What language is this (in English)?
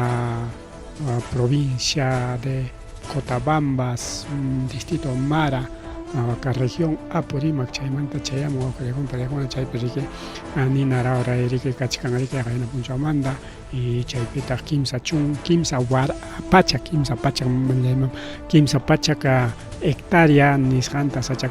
Ayacucho Quechua